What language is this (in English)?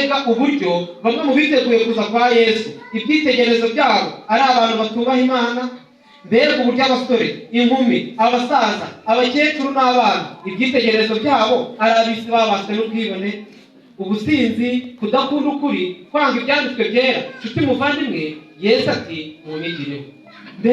Kinyarwanda